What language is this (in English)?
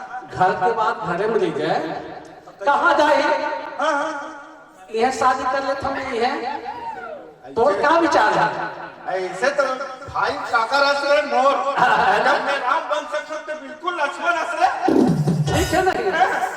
Chhattisgarhi